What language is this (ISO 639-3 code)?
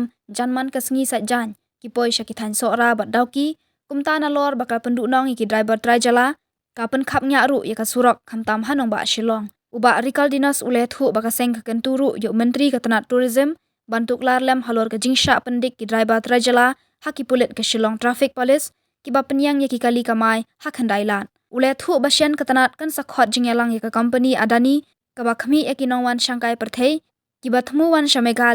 kha